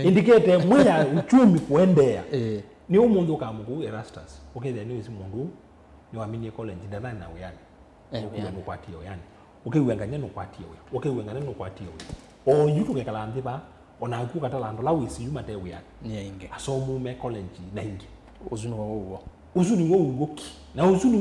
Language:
Kamba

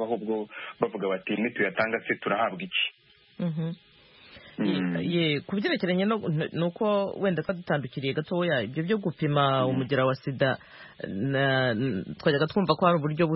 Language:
Kinyarwanda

